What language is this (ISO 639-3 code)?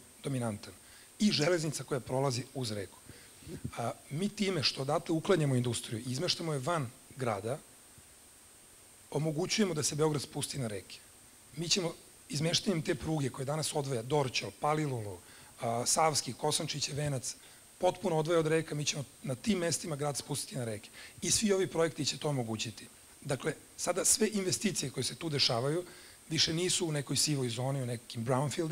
srp